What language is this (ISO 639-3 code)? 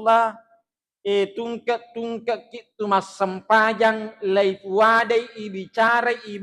bug